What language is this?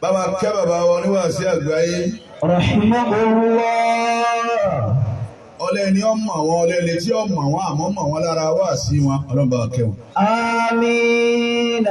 Yoruba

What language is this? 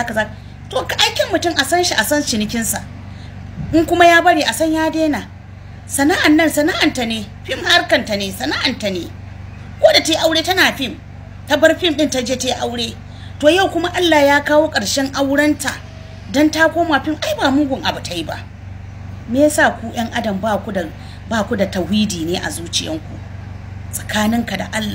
Hausa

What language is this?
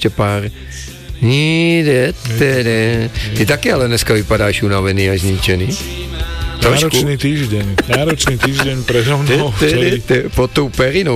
Czech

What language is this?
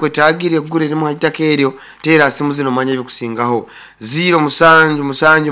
Nyoro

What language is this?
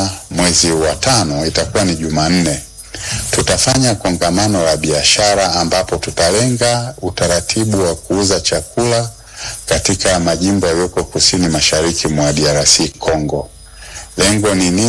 Swahili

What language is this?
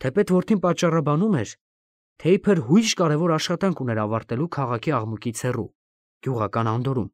Armenian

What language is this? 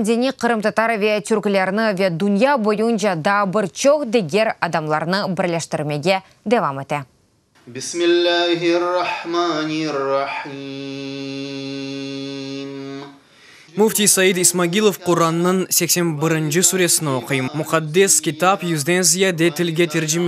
Crimean Tatar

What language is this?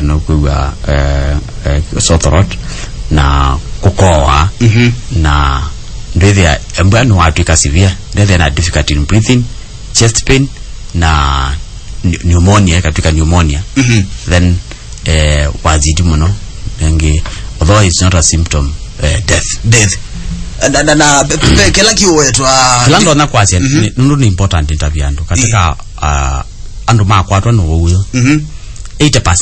Kamba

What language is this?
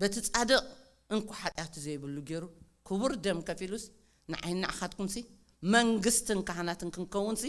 Tigrinya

